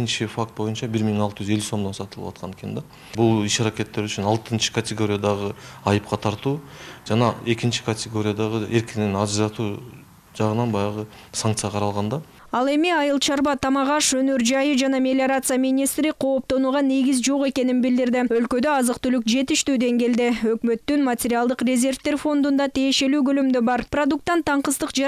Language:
Kyrgyz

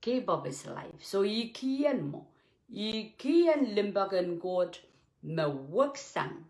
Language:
Pohnpeian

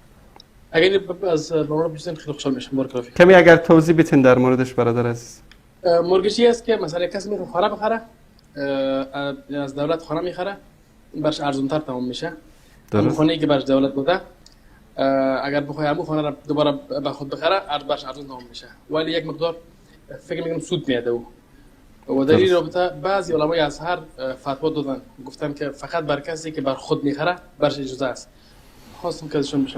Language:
Persian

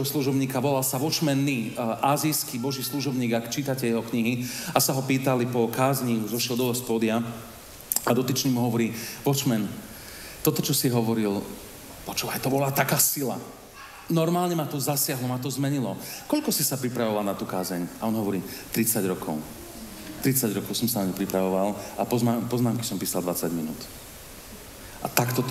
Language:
Slovak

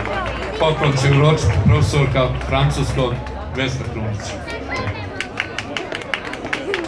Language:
Serbian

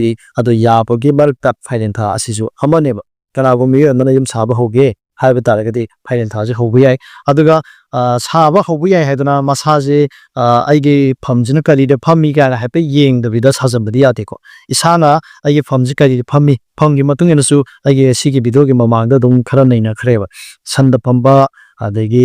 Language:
Manipuri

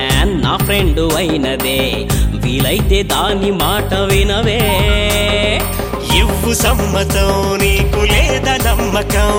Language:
Telugu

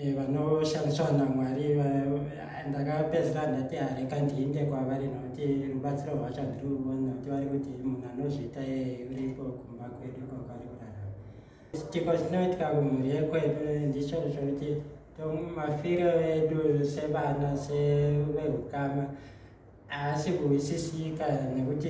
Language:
Shona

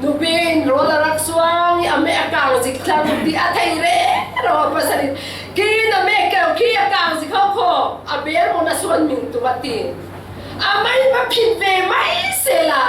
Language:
Falam Chin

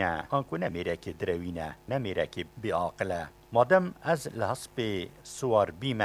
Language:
Kurdish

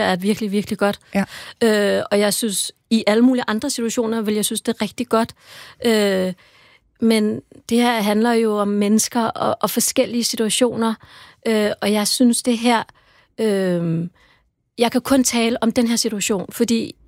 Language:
Danish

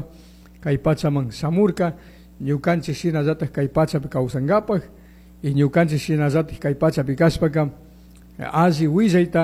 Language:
Chimborazo Highland Quichua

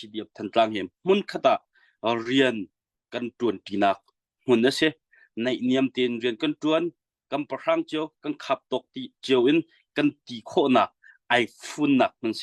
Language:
Hakha Chin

